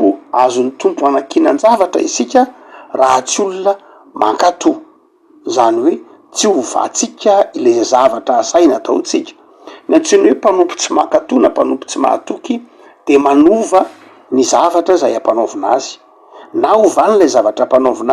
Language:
Malagasy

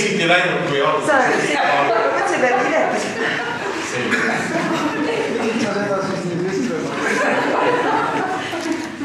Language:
Estonian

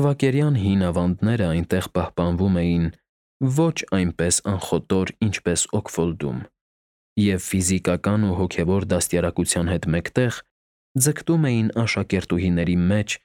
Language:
Armenian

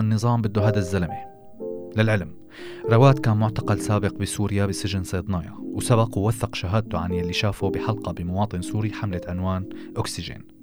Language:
North Levantine Arabic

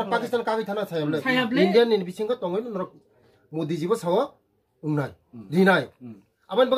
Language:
Kok Borok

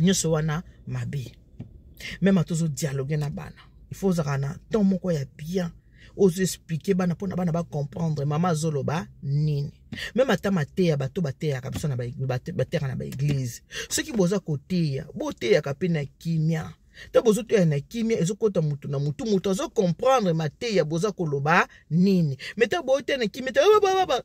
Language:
Lingala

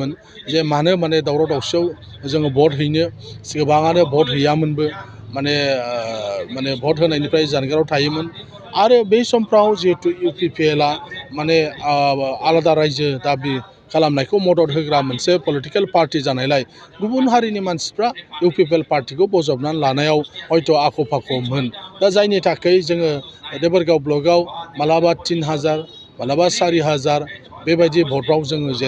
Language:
Bodo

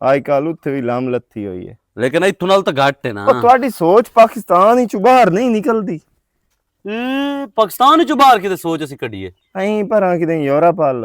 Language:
Western Panjabi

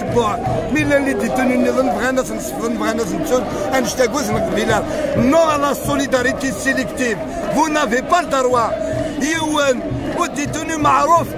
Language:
Kabyle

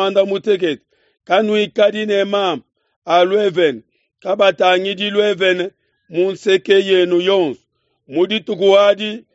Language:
Luba-Lulua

